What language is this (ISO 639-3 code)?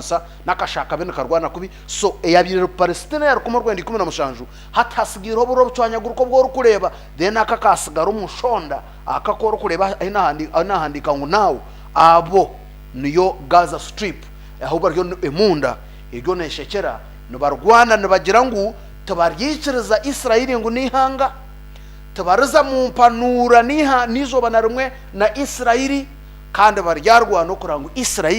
nyn